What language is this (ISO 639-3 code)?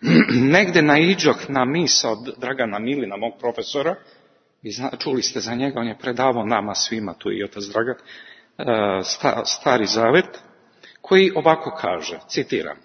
srp